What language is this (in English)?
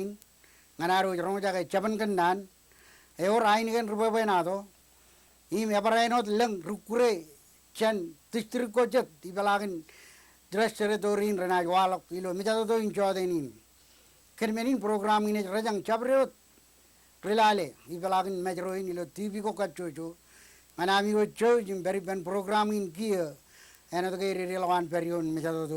Marshallese